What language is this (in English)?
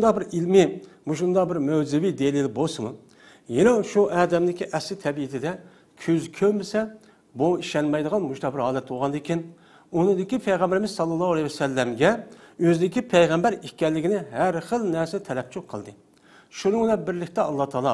Uyghur